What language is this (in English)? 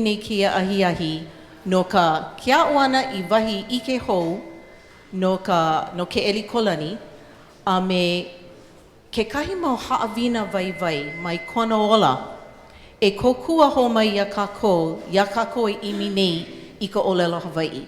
Hawaiian